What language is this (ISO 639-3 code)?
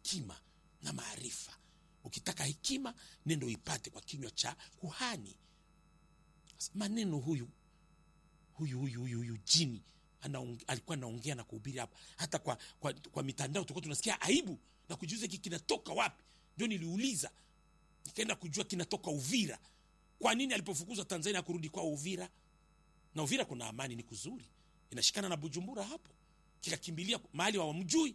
swa